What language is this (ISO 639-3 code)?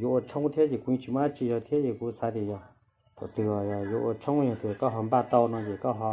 hmn